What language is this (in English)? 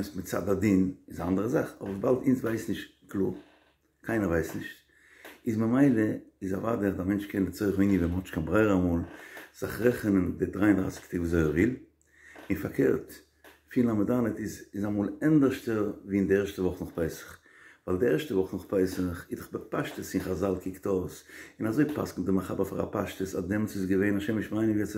Yiddish